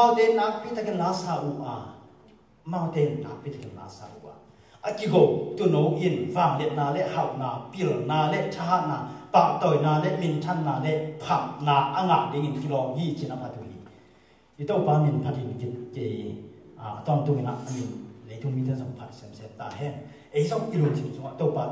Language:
Tedim Chin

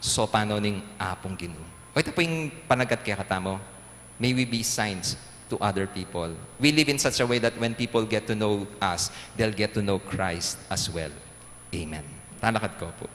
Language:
Pampanga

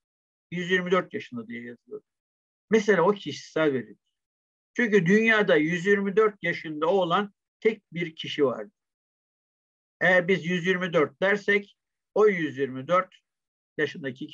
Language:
Turkish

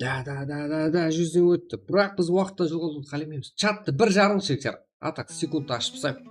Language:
Kara-Kalpak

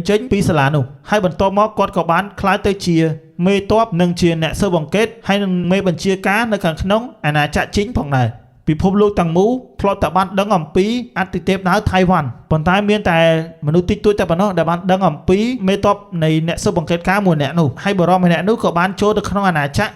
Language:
Khmer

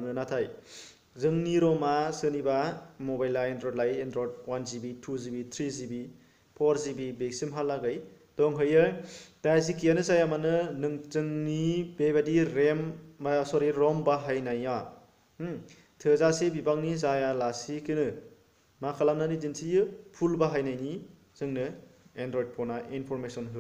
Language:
Bodo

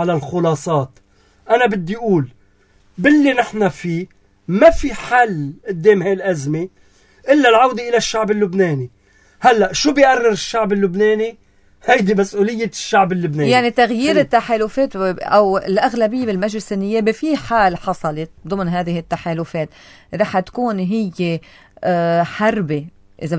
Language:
North Levantine Arabic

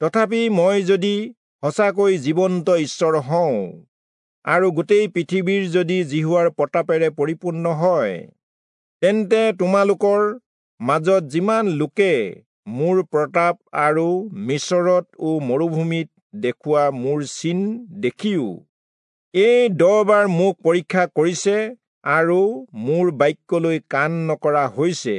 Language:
Assamese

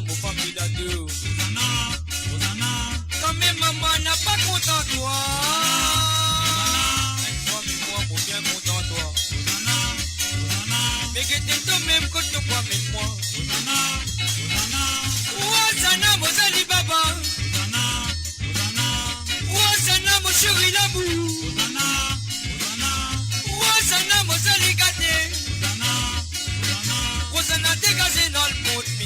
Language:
Morisyen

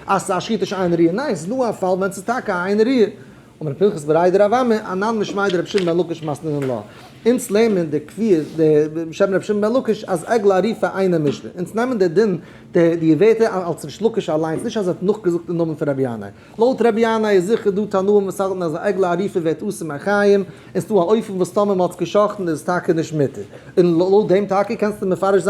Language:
Yiddish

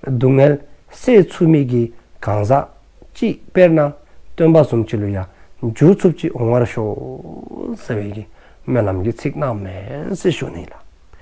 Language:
Dzongkha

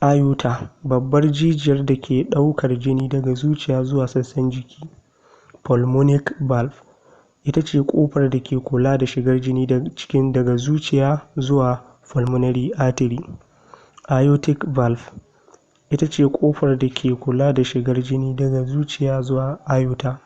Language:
Hausa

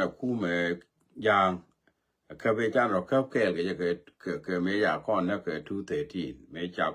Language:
Nuer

